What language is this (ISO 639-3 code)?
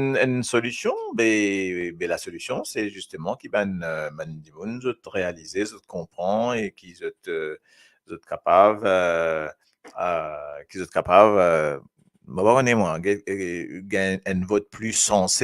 mfe